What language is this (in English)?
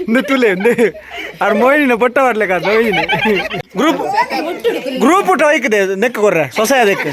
Tulu